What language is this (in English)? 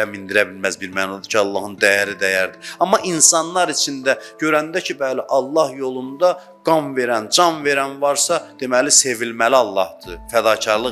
Azerbaijani